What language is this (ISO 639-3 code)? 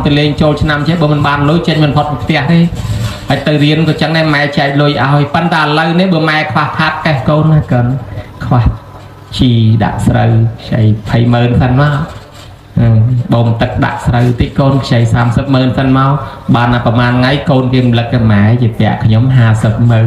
khm